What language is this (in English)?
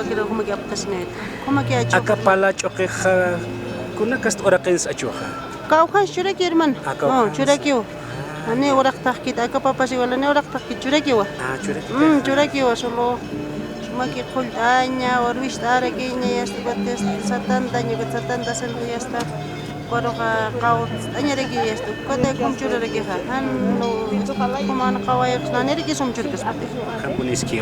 Aymara